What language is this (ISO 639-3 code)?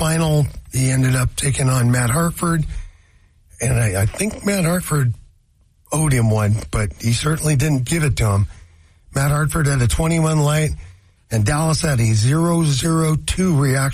eng